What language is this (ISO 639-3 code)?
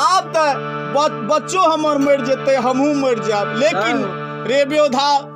mai